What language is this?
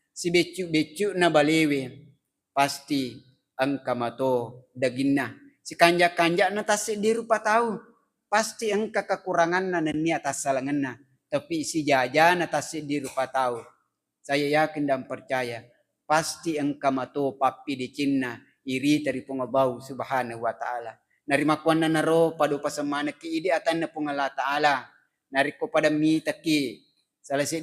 Buginese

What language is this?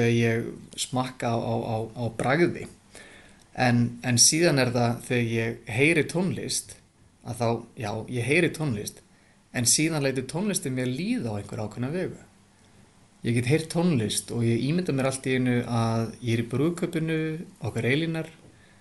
Icelandic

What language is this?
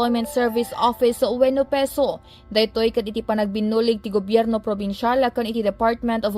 Iloko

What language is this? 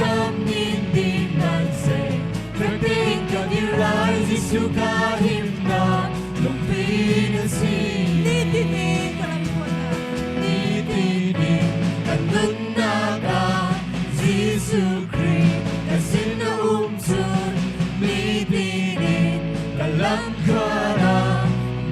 Hakha Chin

